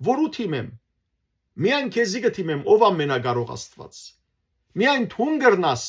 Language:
Western Armenian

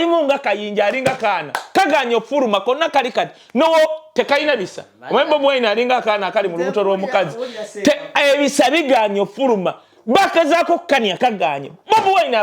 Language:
Ganda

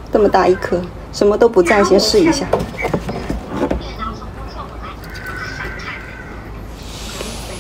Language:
Chinese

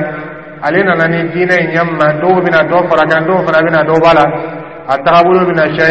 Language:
Dyula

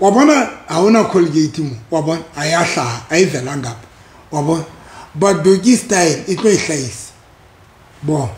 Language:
Southern Sotho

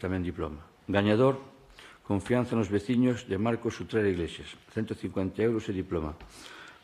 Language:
Galician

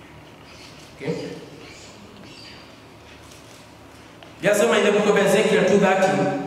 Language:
Swahili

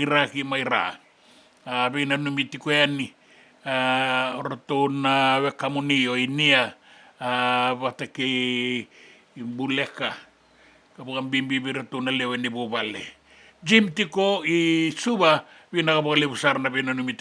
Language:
Fijian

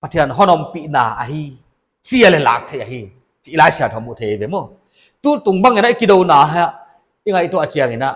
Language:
Paite Chin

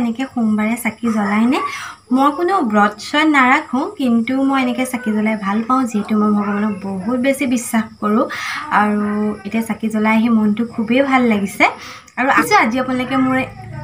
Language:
Assamese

